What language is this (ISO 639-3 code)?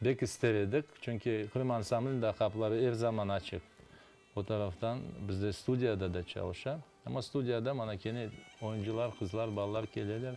crh